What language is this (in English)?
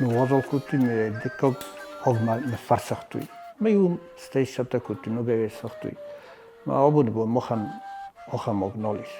Ossetic